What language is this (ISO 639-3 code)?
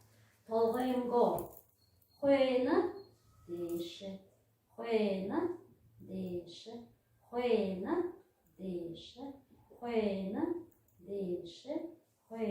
bua